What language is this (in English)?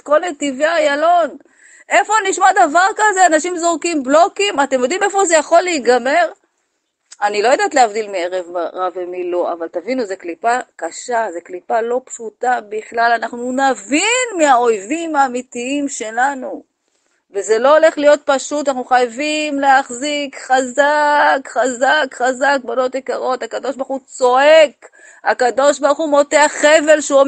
Hebrew